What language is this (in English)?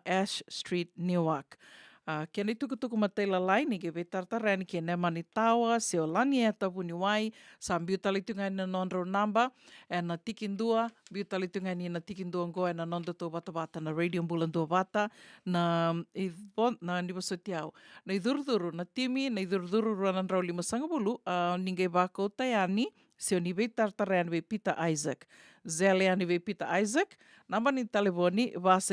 Fijian